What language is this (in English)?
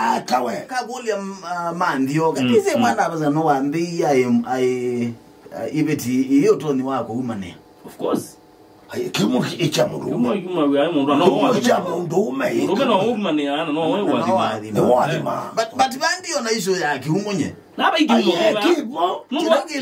Kamba